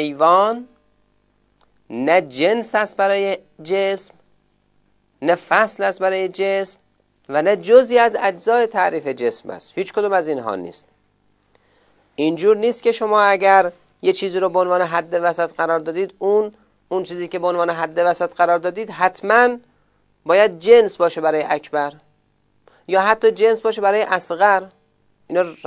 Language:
Persian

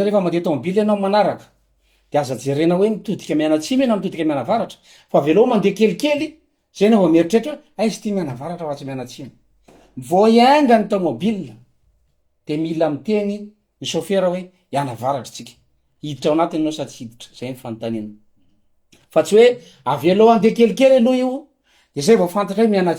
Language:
Malagasy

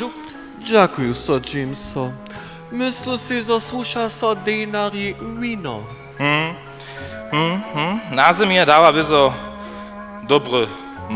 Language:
Upper Sorbian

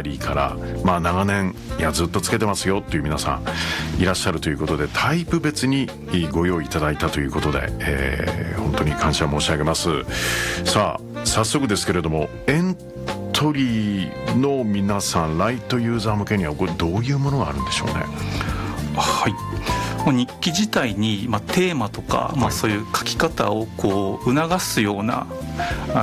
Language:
Japanese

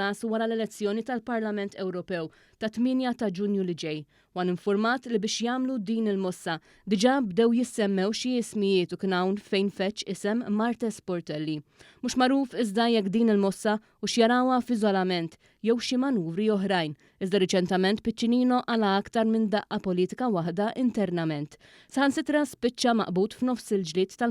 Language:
Maltese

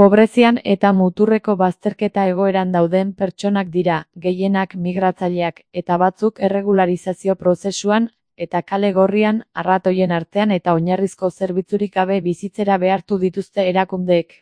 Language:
Basque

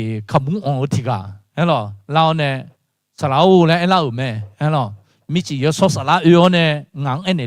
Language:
Akha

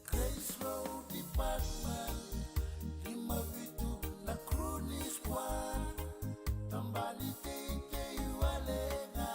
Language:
Fijian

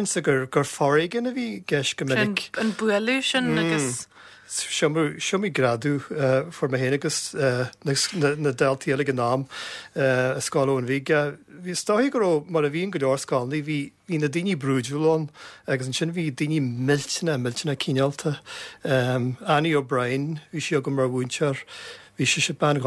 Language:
Irish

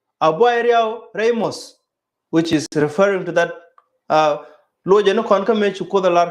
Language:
Nuer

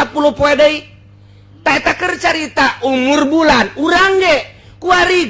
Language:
Sundanese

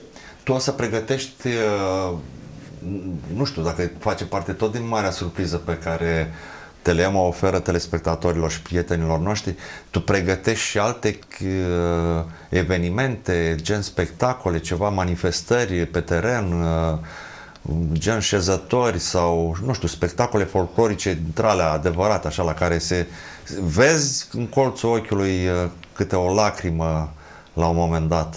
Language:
Romanian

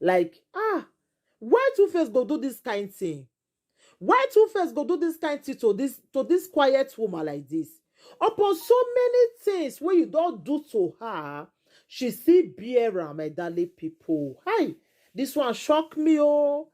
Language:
Nigerian Pidgin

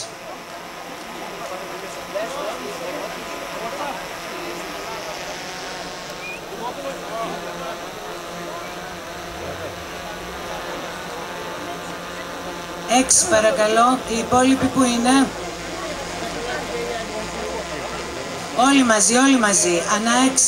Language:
Greek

